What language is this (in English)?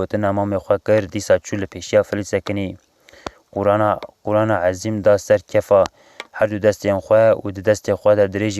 Kurdish